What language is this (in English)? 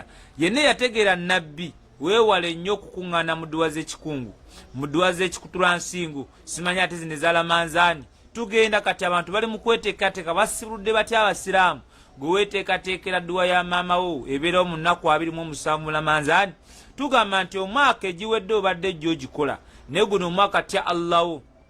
Ganda